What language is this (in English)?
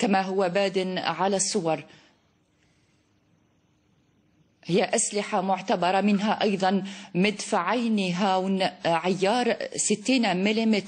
Arabic